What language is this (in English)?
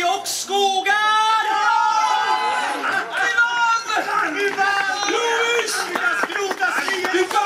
Swedish